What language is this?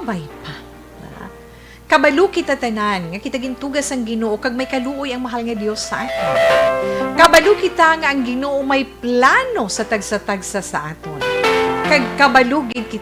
Hiligaynon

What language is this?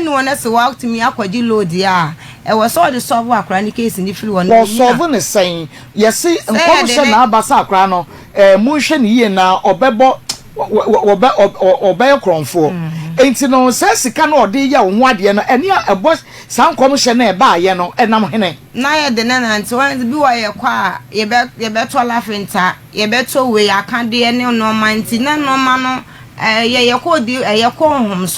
Akan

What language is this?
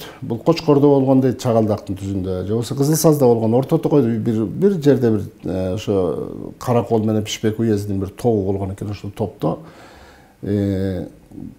Kyrgyz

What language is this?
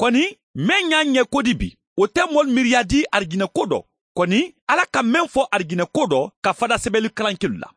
Mandingo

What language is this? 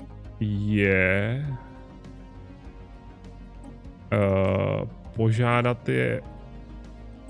Czech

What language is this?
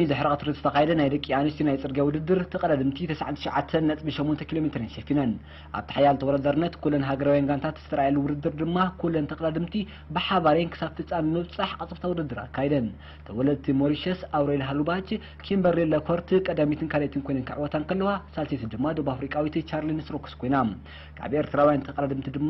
Tigrinya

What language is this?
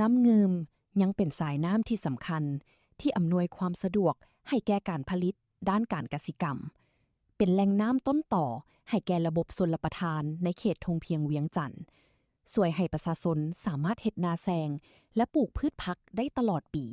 Lao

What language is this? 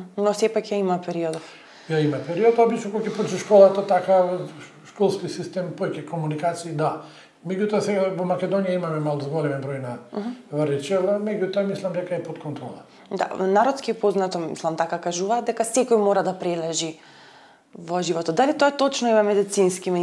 Macedonian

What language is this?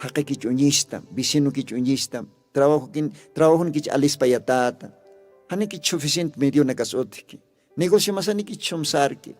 Aymara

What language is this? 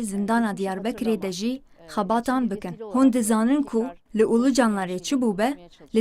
Kurdish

